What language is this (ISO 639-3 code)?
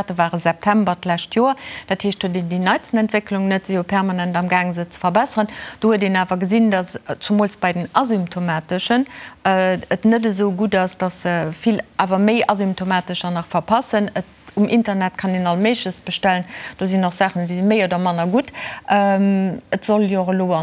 ltz